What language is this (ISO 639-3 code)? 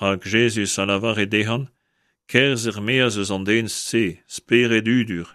bre